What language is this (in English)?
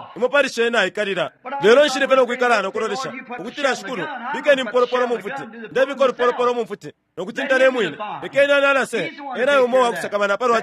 Bemba